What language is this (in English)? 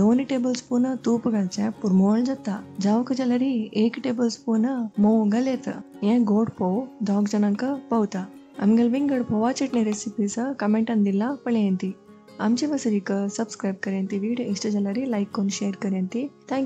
Konkani